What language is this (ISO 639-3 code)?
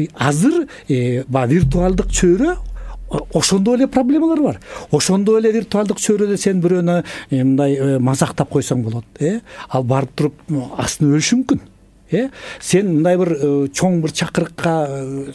kir